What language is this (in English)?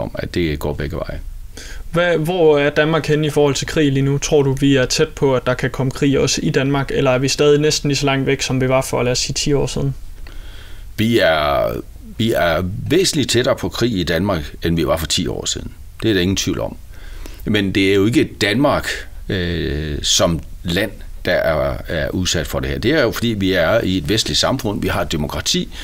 Danish